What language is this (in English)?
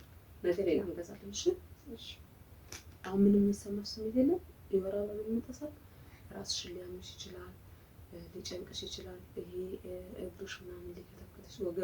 Amharic